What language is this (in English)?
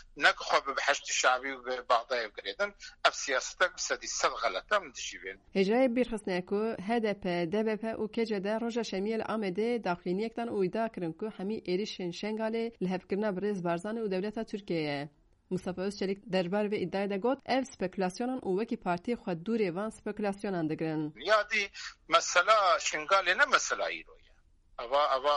Kurdish